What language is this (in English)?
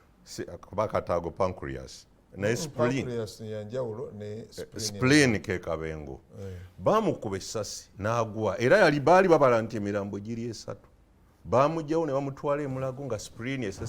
Ganda